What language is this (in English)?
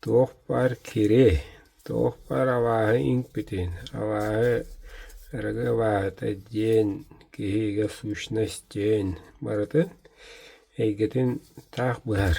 Yakut